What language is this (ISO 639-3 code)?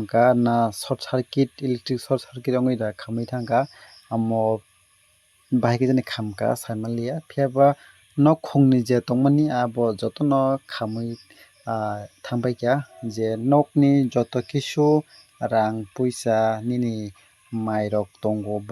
trp